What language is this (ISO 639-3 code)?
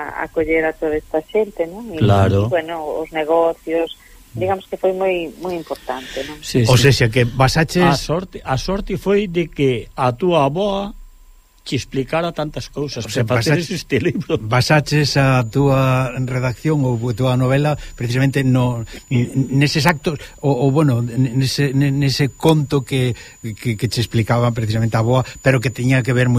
glg